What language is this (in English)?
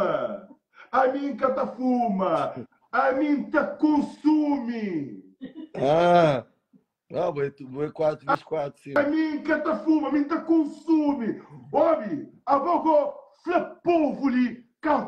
Kabuverdianu